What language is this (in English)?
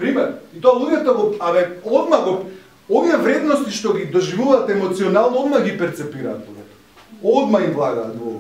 Macedonian